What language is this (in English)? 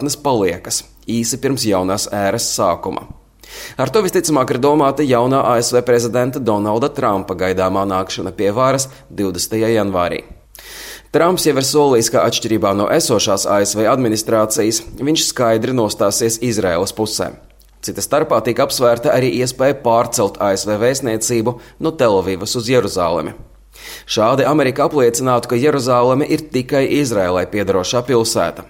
Latvian